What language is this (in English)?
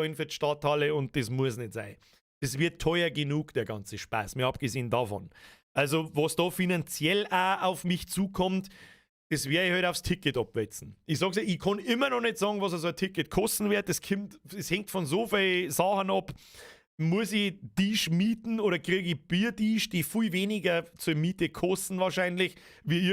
Bavarian